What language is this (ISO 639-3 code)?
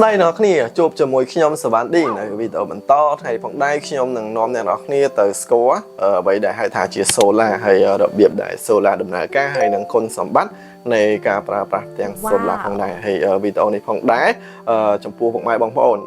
khm